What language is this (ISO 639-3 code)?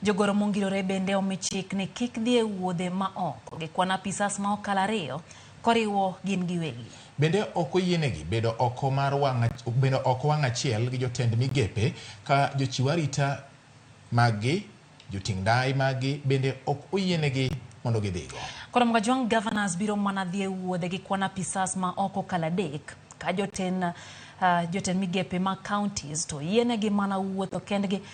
luo